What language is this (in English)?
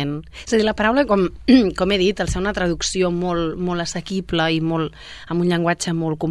Catalan